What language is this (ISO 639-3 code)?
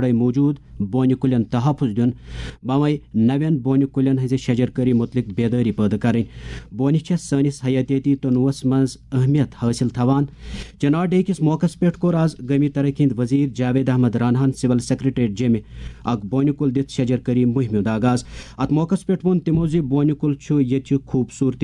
kas